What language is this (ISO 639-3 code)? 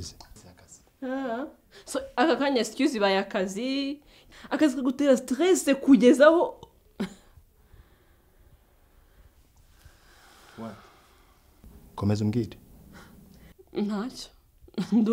kin